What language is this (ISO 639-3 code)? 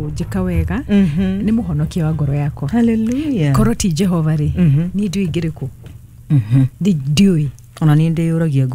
kik